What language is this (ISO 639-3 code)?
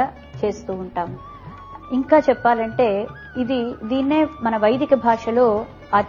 tel